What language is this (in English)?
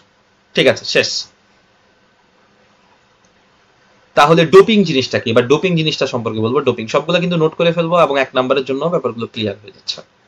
Bangla